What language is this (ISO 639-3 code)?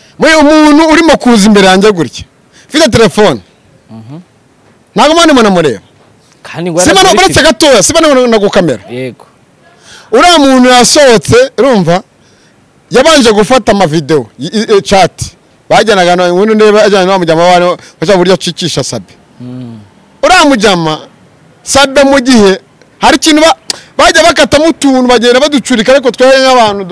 kin